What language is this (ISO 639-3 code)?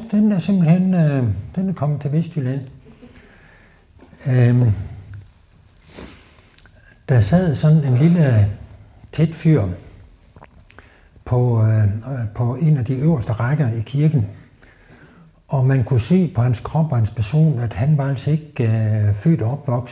dan